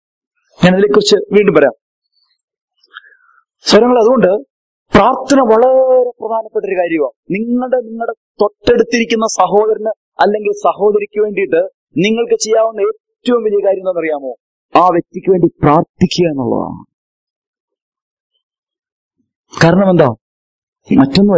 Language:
Malayalam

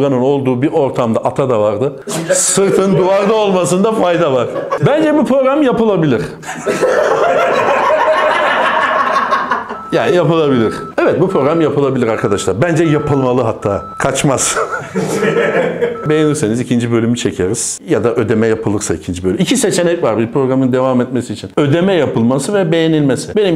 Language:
Turkish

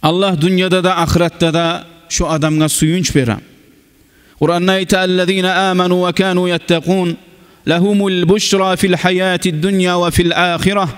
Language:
Kumyk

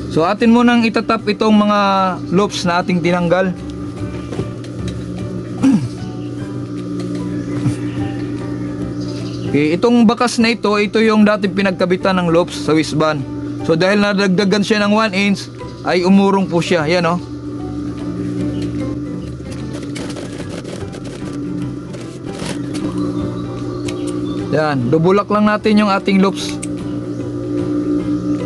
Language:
Filipino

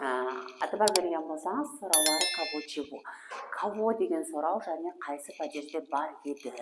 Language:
Kara-Kalpak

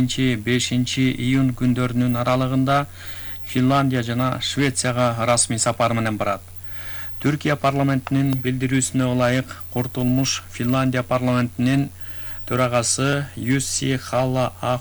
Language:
Kyrgyz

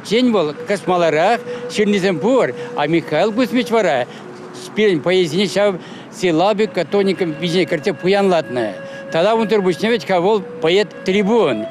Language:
Chuvash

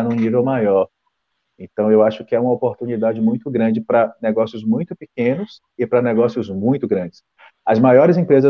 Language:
Portuguese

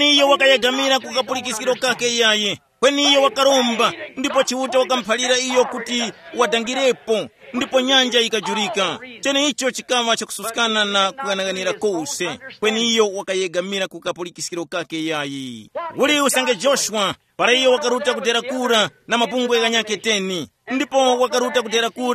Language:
Tumbuka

